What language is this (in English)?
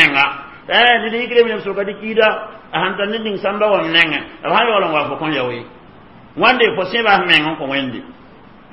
Mossi